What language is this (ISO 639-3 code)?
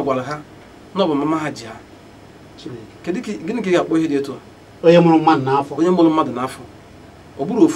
ibo